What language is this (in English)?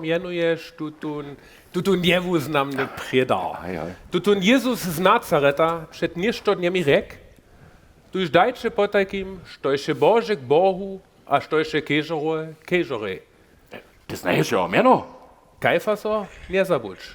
Upper Sorbian